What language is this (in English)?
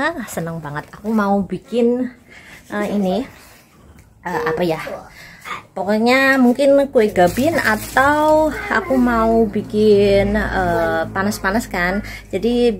Indonesian